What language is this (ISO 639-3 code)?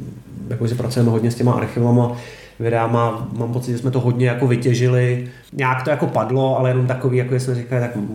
ces